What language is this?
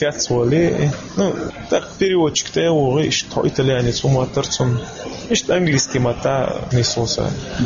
Chechen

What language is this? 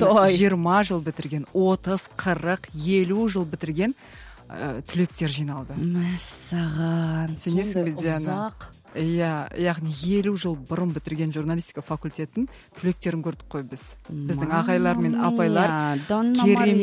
Kazakh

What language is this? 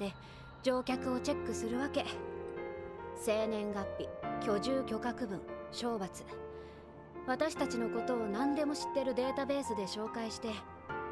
Japanese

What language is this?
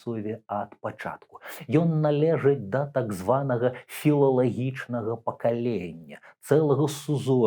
Belarusian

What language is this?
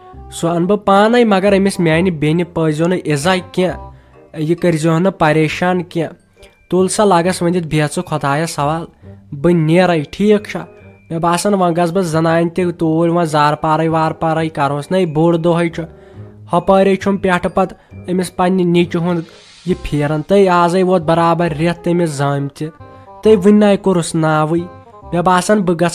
Kashmiri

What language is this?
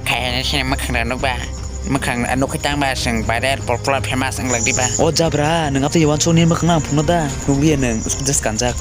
Kok Borok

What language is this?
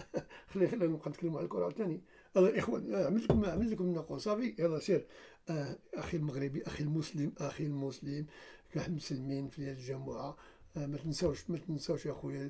Moroccan Arabic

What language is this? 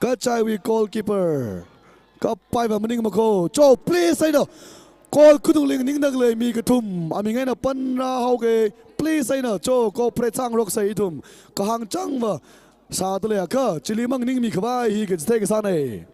Tangkhul Naga (India)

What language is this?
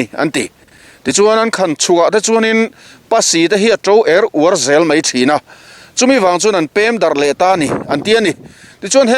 Mizo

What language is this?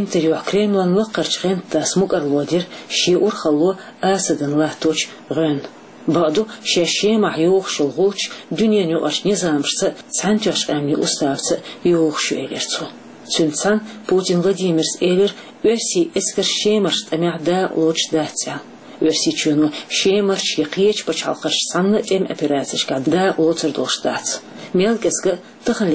Chechen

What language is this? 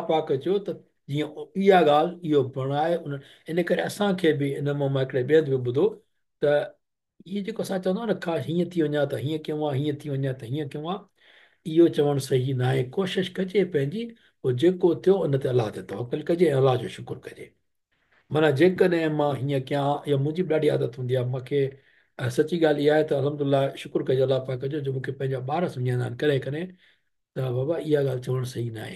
Sindhi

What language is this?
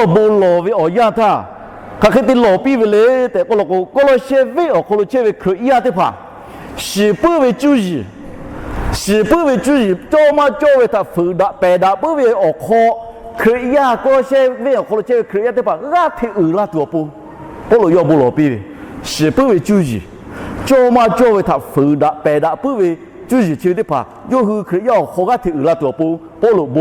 Lahu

